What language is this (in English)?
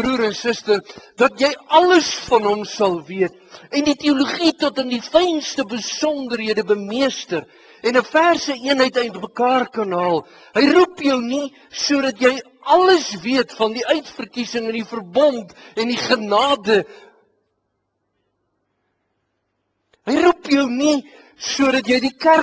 Afrikaans